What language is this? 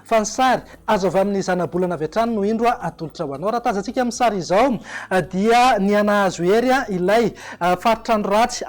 Malagasy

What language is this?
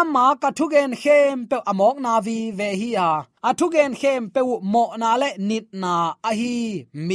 Tedim Chin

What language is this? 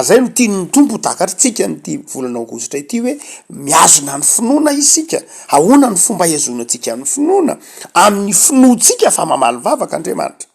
Malagasy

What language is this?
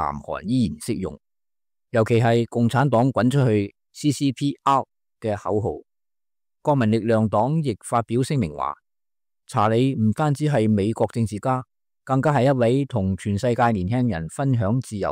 Cantonese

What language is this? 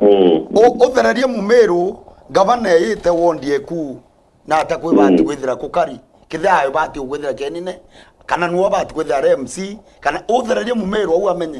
Meru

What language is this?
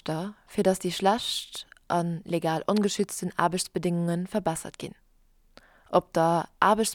Luxembourgish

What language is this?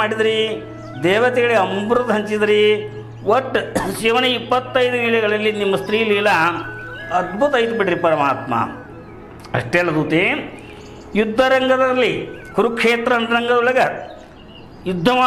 Kannada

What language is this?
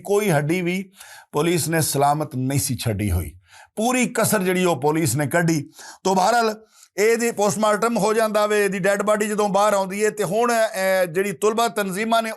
Western Panjabi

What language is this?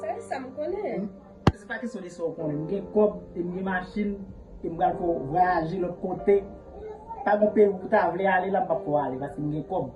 Haitian Creole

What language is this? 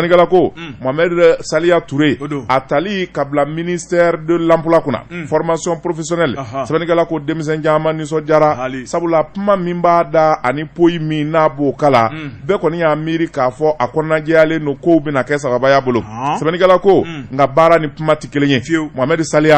Bambara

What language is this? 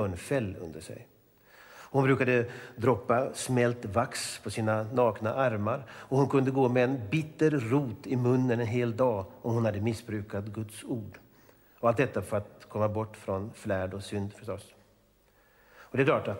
Swedish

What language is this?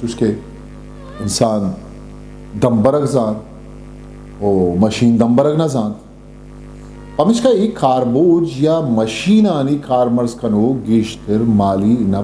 Eastern Balochi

